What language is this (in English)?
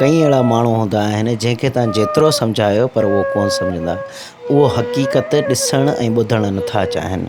Sindhi